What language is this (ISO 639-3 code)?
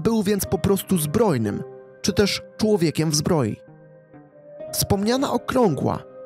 pol